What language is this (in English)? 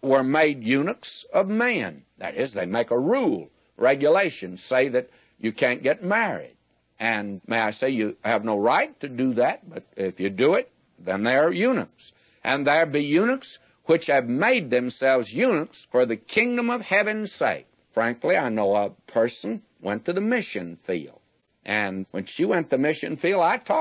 English